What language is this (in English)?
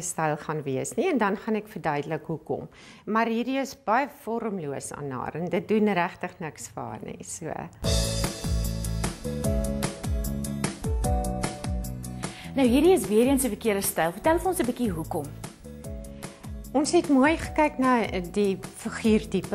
Afrikaans